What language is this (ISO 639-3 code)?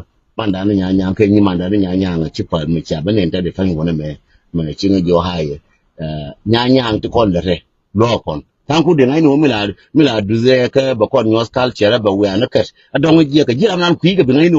nus